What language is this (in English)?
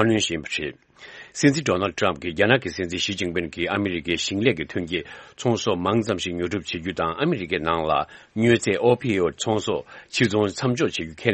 Tibetan